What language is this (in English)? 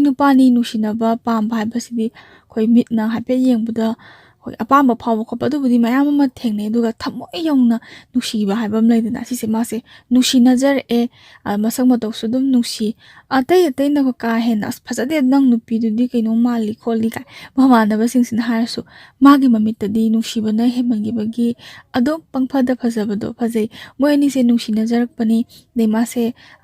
Manipuri